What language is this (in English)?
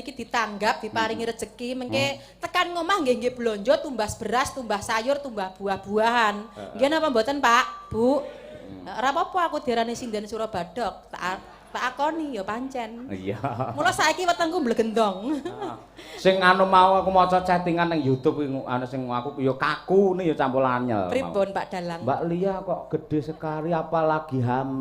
Javanese